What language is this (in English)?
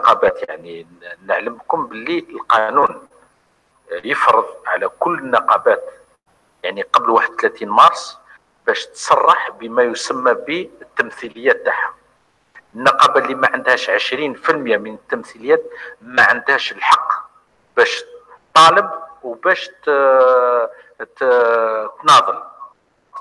Algerian Arabic